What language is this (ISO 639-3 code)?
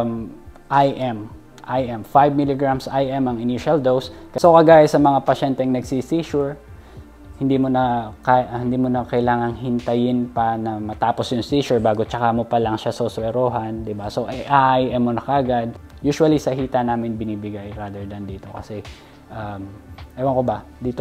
fil